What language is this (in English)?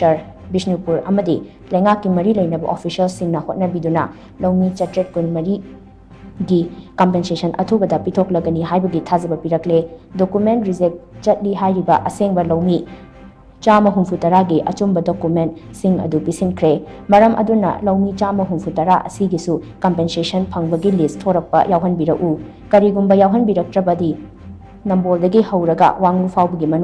Manipuri